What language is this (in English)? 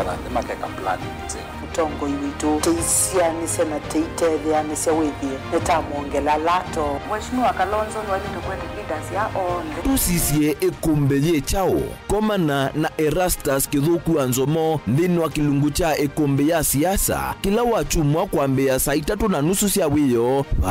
Kamba